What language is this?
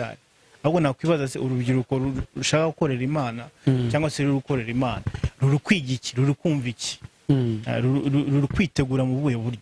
Kinyarwanda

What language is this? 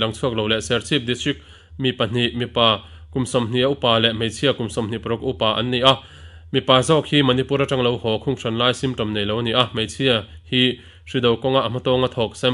Mizo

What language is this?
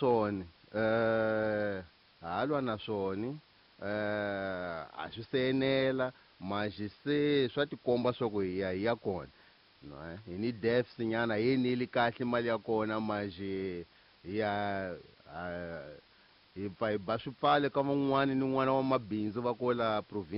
Tsonga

